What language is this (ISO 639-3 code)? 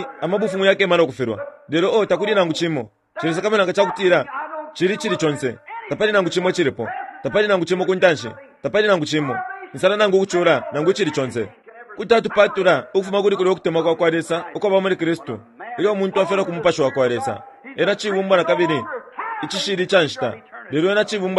bem